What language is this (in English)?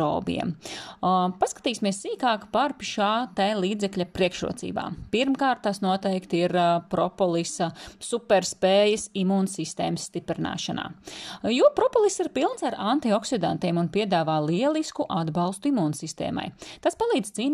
Latvian